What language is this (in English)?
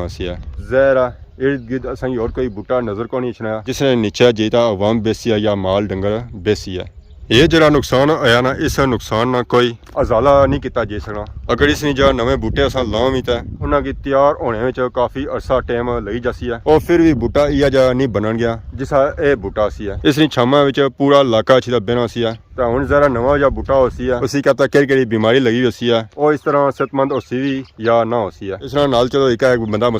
Pahari-Potwari